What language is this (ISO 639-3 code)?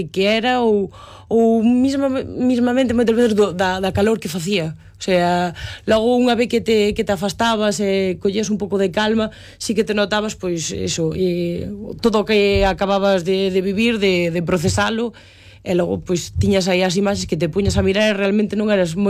glg